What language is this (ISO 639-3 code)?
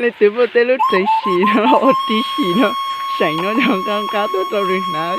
hmn